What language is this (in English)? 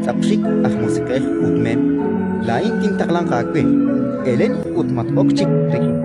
Kekchí